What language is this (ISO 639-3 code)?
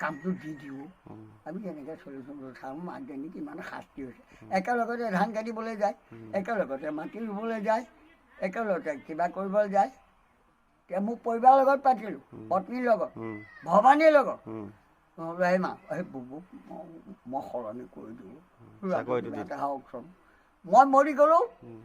asm